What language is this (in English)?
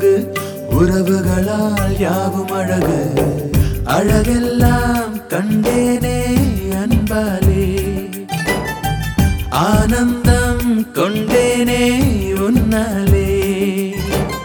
Tamil